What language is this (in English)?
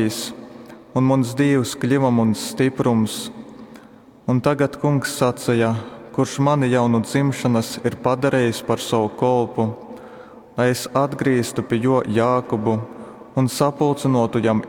Latgalian